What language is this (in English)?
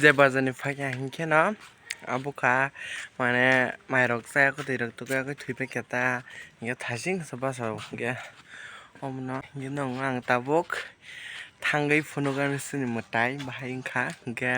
Kok Borok